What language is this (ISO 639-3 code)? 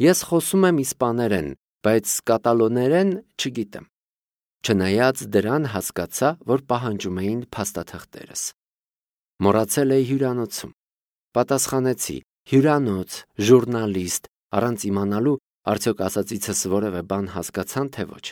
hye